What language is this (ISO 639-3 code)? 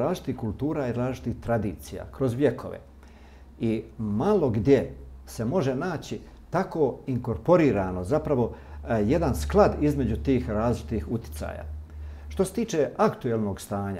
bos